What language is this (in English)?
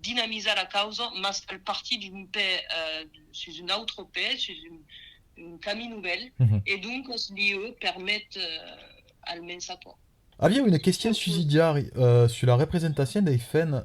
Occitan